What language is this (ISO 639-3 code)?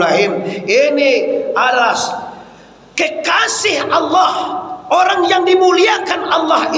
min